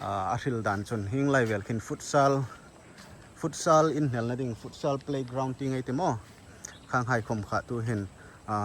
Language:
Hmar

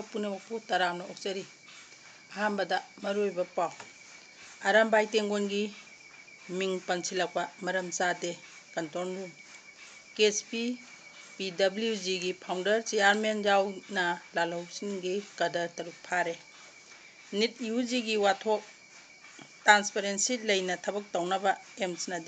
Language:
Manipuri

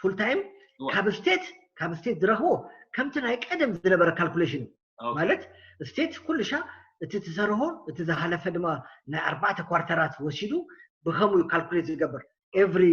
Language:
Tigrinya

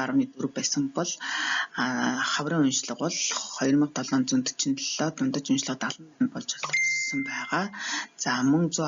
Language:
Mongolian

